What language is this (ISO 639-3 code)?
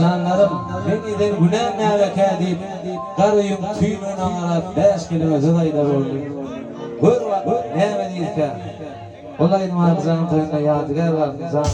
tuk